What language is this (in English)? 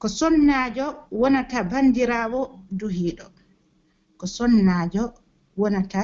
Pular